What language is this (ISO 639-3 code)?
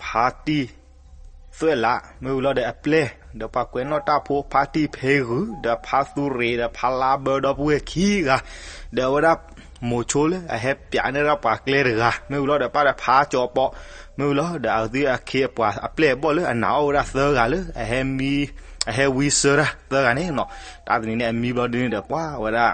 ksw